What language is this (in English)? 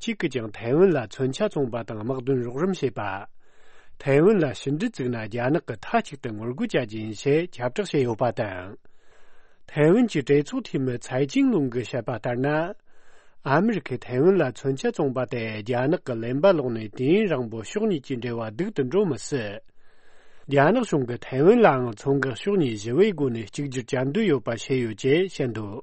Tibetan